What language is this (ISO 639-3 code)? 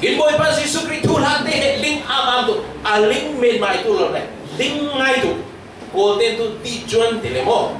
cfm